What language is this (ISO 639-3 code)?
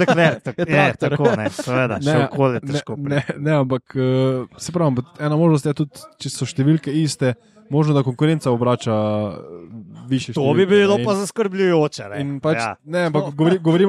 slv